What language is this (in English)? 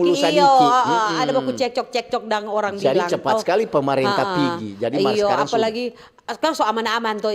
Manado Malay